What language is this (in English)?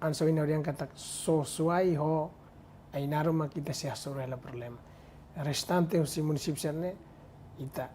Tetum